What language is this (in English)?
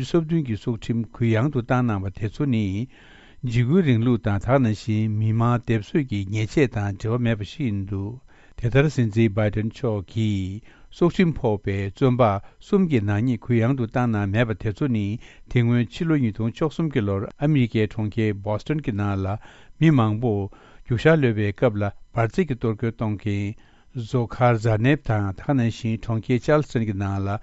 Tibetan